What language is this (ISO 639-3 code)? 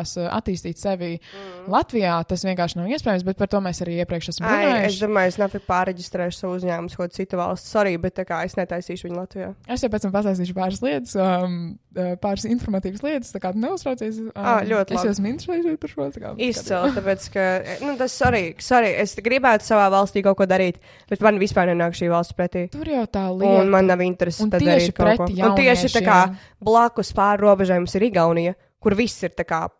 lav